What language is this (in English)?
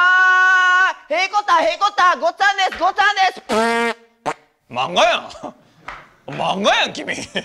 Japanese